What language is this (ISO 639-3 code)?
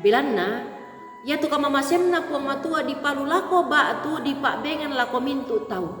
sda